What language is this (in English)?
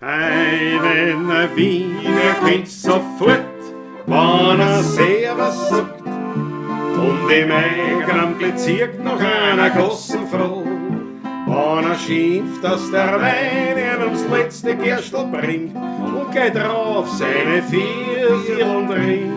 Bavarian